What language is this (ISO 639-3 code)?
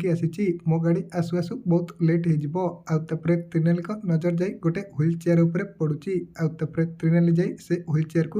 ori